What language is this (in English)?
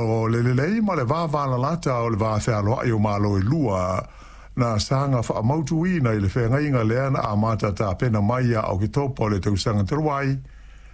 Samoan